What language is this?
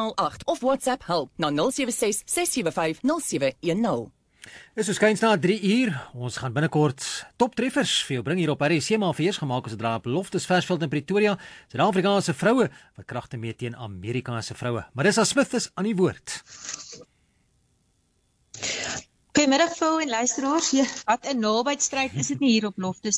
Afrikaans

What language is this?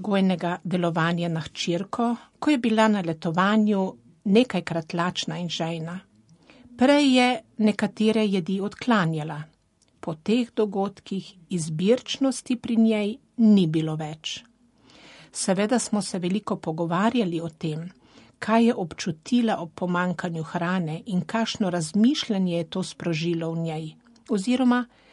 Slovenian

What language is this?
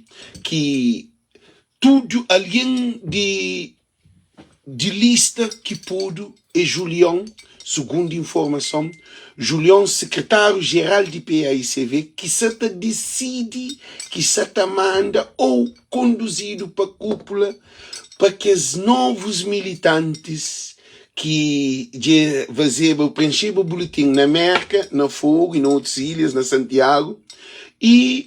Kabuverdianu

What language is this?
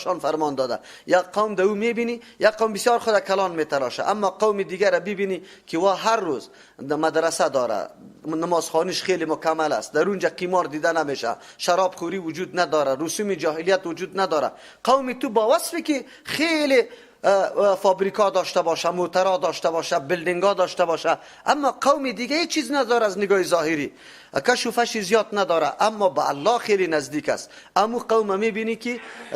Persian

